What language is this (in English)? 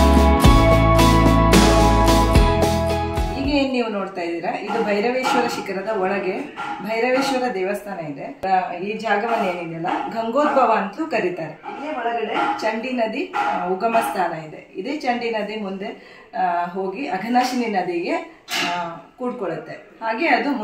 Kannada